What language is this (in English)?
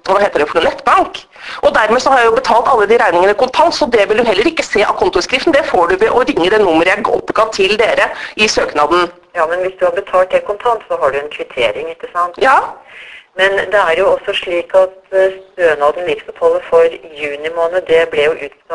Norwegian